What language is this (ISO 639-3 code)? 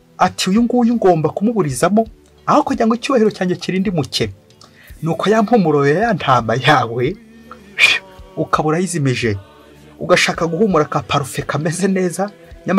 kin